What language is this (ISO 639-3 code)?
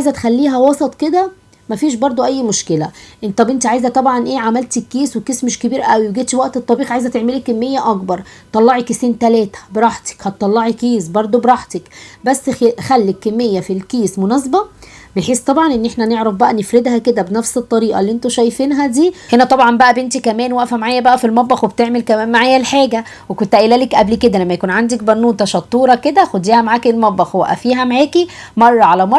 arz